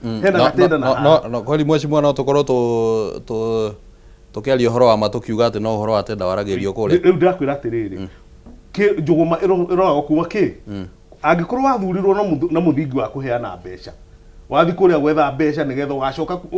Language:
Kikuyu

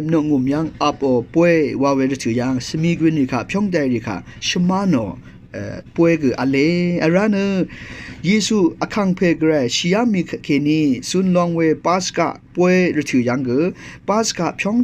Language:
Rawang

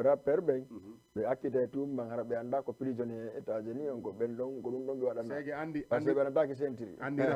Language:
Fula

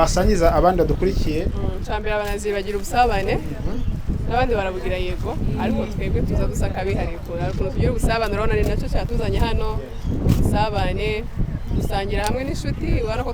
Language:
Kinyarwanda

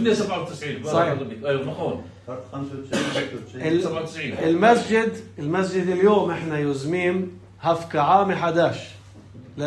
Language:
North Levantine Arabic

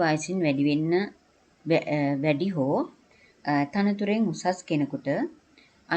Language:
Sinhala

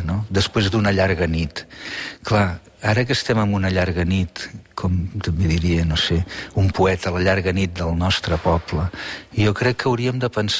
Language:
Catalan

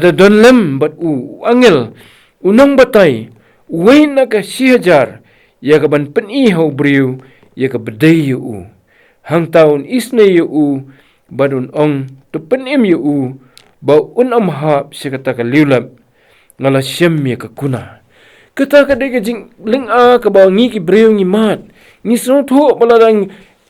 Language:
Khasi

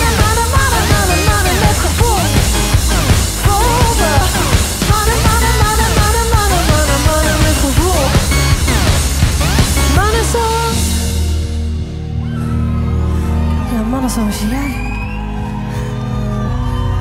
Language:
Dutch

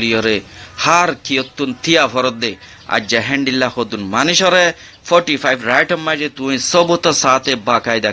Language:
Rohingya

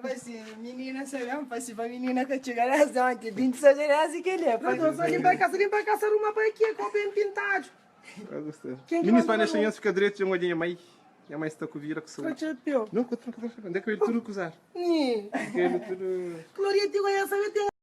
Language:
Kabuverdianu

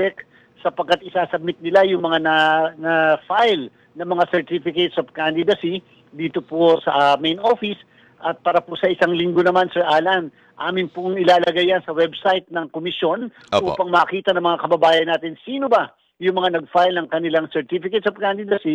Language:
Filipino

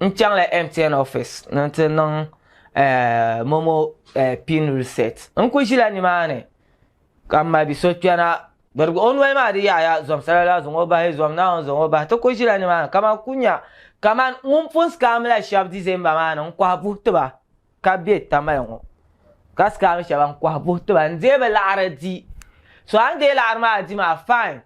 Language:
Dagbani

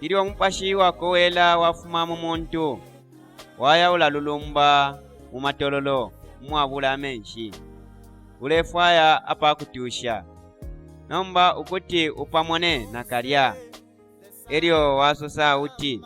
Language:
Bemba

